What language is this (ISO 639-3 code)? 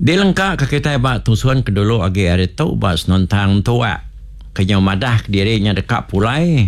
iba